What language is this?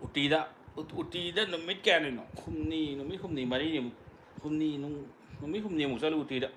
Manipuri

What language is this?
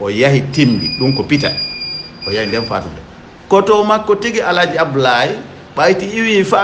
Fula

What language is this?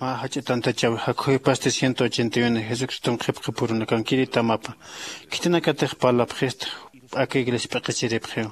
Aymara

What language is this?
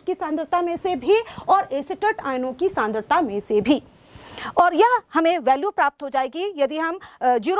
Hindi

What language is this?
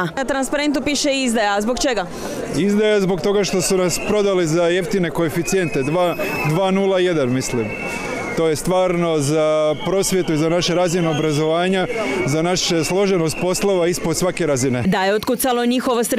Croatian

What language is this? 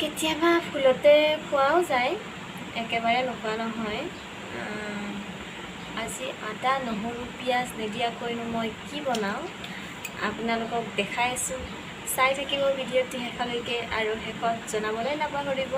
Assamese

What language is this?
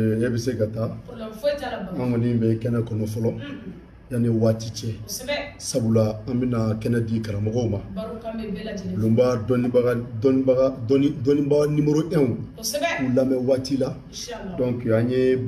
Bambara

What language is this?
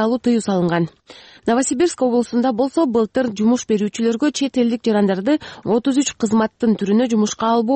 Kyrgyz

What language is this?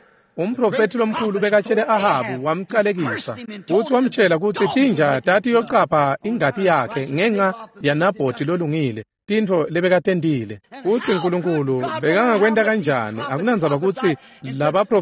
Swati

